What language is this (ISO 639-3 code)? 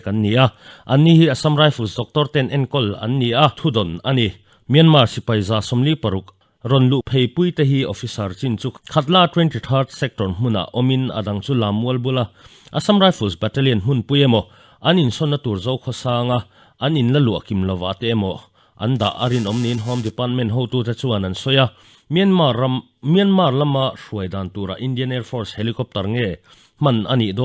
lus